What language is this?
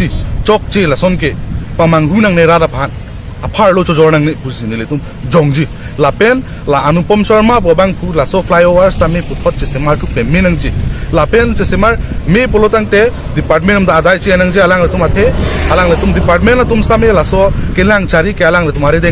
Karbi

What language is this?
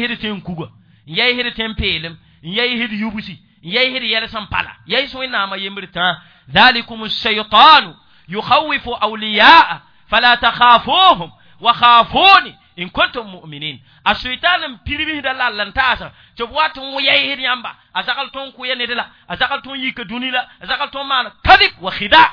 Mossi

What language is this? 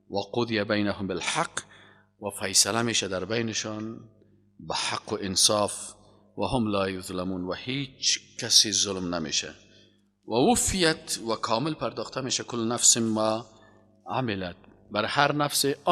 Persian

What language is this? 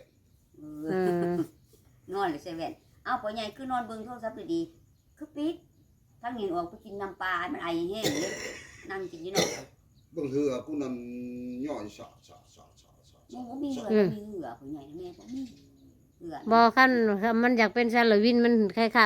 Northeastern Thai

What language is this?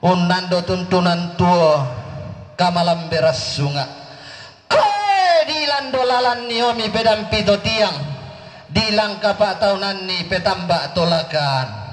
Toraja-Sa'dan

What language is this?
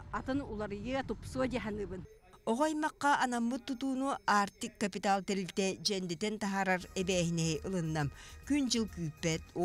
Yakut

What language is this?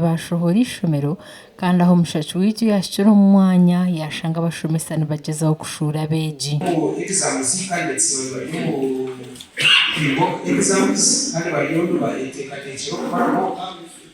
Nyankole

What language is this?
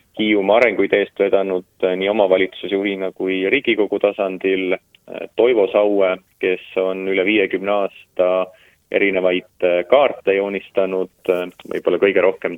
Estonian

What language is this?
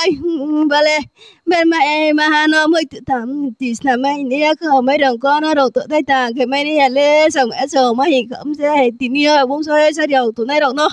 Riang (India)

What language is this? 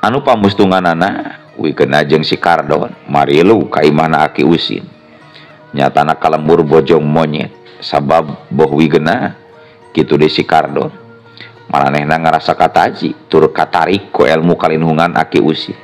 Sundanese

